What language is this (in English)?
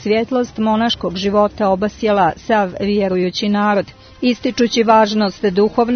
Serbian